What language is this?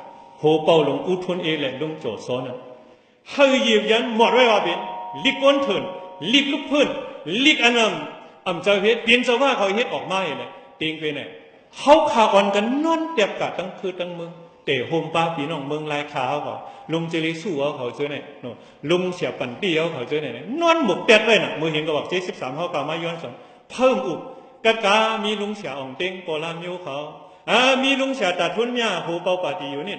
Shan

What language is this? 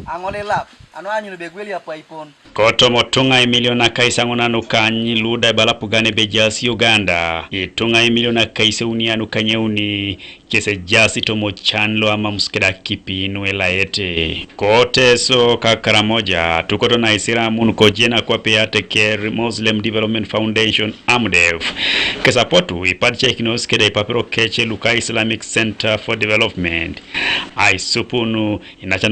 Teso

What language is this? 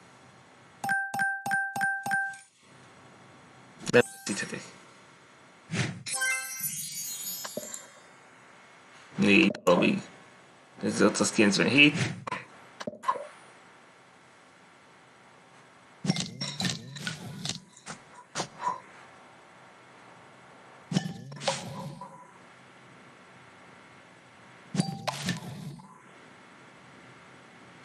Hungarian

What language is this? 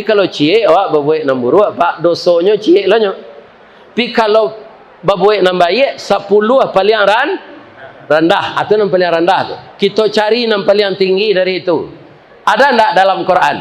Minangkabau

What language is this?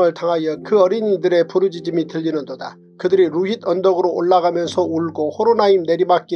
Korean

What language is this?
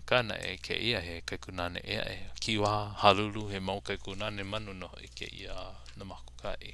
Hawaiian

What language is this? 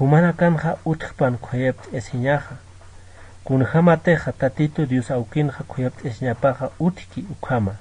Aymara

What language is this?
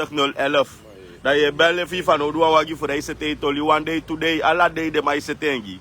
Sranan Tongo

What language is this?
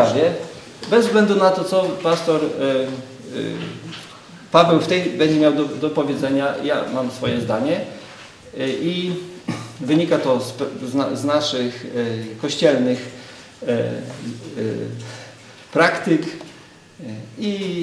Polish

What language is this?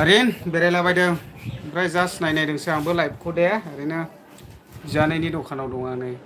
Bodo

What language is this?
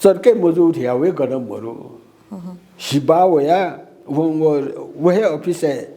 Newari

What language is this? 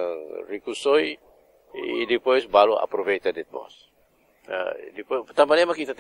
Tetum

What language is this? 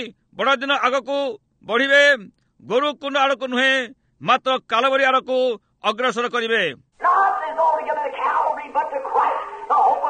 Odia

